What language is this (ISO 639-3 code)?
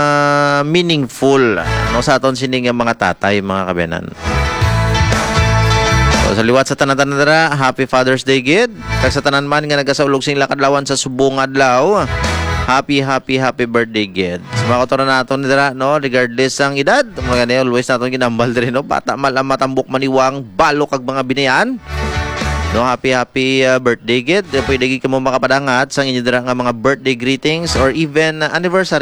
hil